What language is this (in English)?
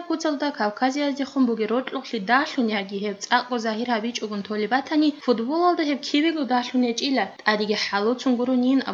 Avaric